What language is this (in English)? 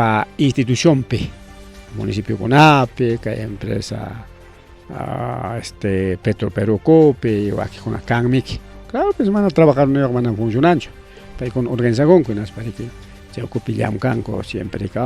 Ayacucho Quechua